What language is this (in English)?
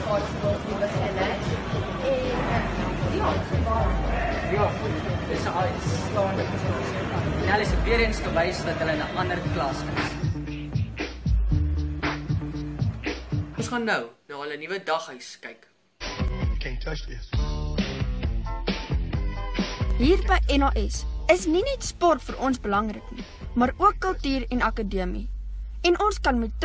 Afrikaans